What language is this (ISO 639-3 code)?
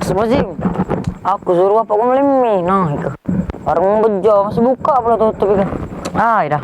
mui